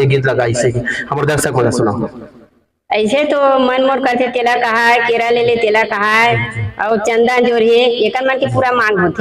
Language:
Chhattisgarhi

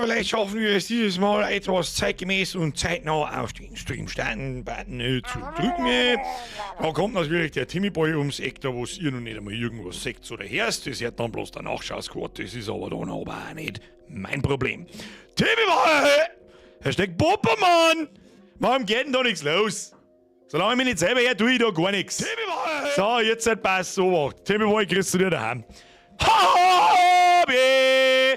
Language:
Bavarian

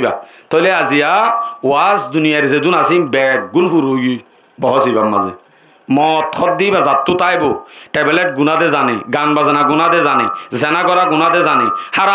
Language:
Rohingya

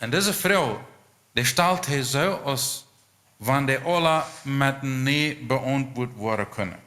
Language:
Plautdietsch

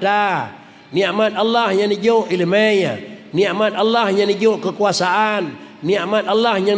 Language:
Achinese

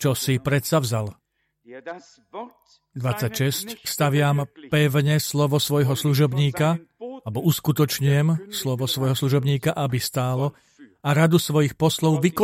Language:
Slovak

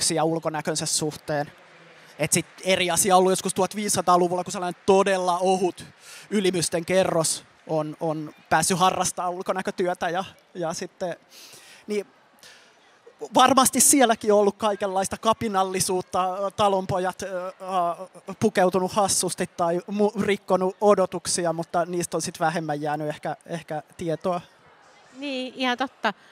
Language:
Finnish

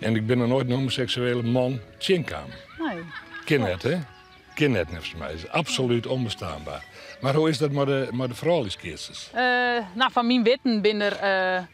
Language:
Western Frisian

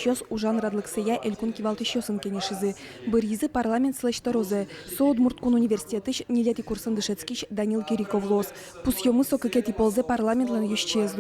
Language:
Udmurt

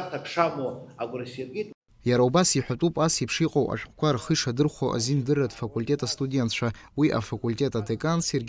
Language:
Abkhazian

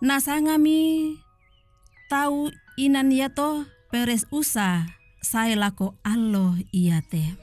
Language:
Toraja-Sa'dan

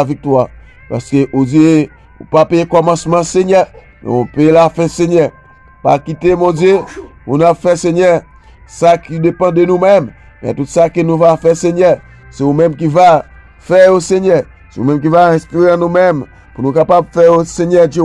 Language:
Haitian Creole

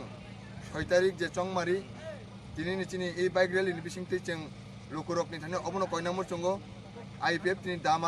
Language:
Kok Borok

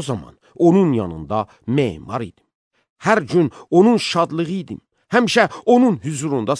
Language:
Azerbaijani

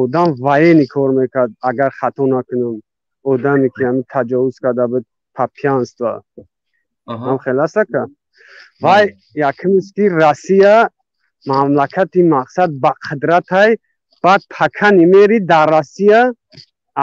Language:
Tajik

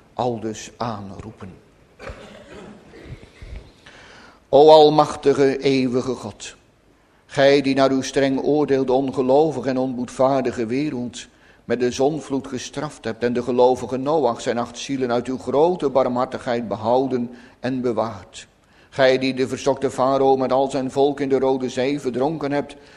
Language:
Dutch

